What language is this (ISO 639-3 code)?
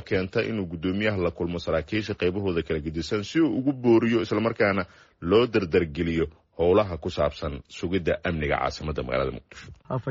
som